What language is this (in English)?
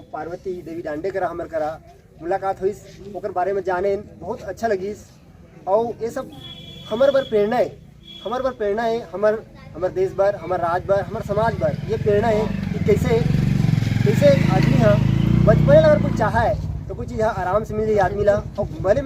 Chhattisgarhi